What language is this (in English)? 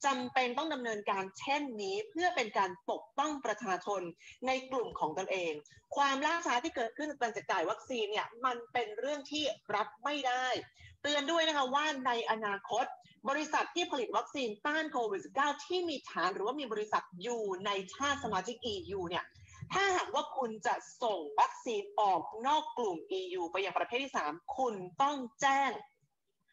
Thai